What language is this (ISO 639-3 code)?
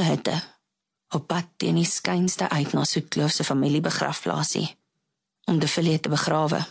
afr